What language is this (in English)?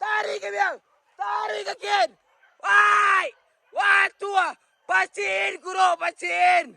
Minangkabau